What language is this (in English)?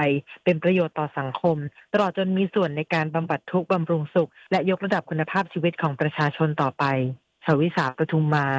Thai